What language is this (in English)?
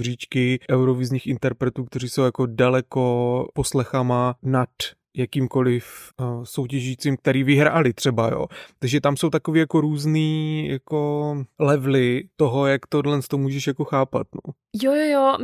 Czech